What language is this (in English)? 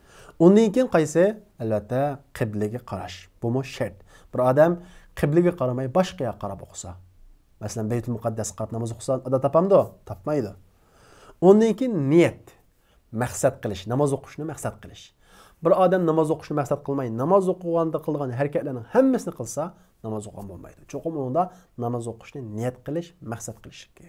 Uyghur